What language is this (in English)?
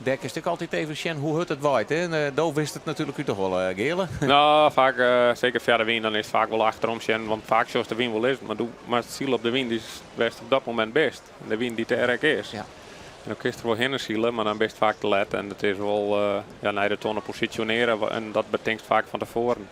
Western Frisian